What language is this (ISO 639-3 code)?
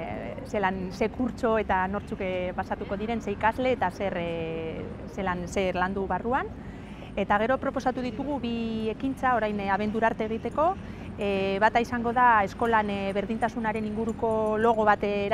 eus